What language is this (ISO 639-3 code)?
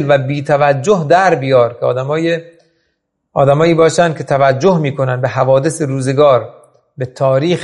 fas